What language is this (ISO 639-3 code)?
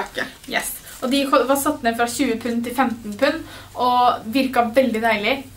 nor